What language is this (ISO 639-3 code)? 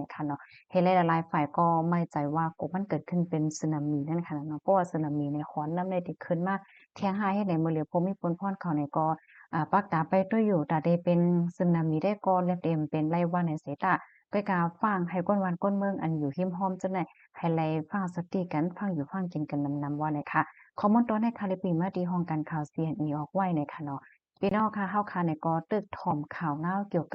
shn